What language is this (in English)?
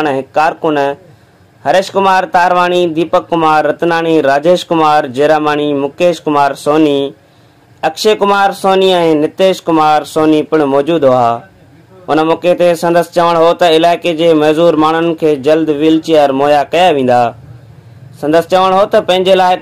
Sindhi